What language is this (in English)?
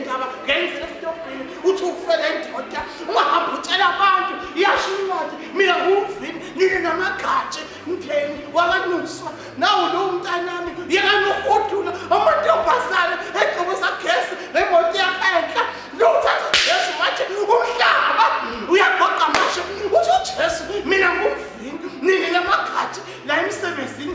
Zulu